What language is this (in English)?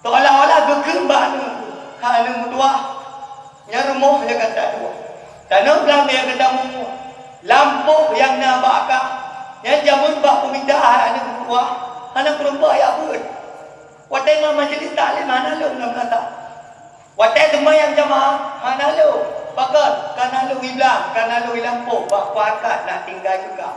Achinese